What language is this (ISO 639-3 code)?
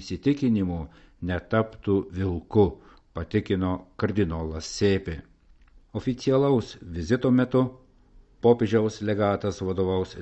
lit